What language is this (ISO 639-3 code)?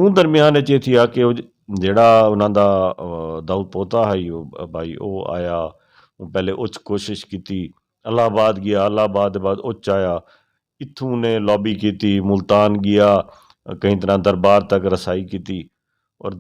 skr